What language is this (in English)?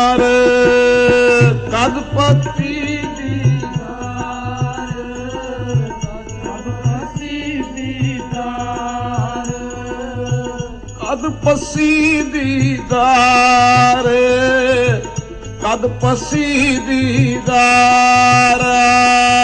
Punjabi